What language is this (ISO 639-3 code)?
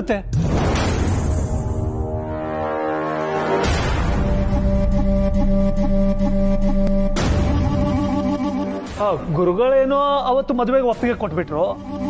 kan